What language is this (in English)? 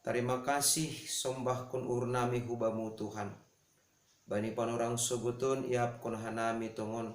Batak Simalungun